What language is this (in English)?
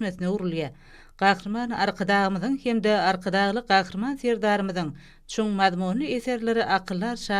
Turkmen